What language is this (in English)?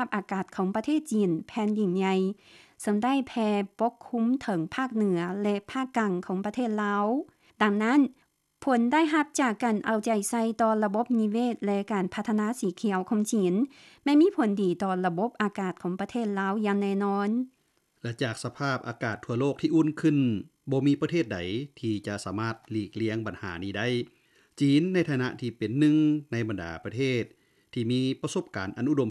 Lao